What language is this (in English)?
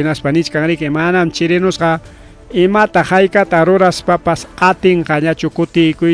Ayacucho Quechua